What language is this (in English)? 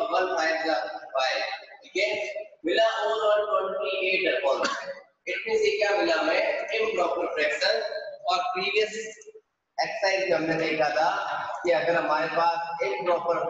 Hindi